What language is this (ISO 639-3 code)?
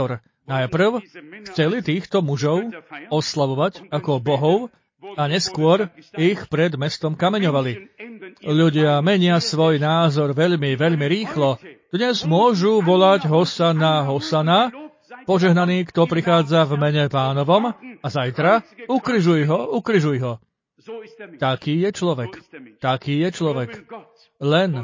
slk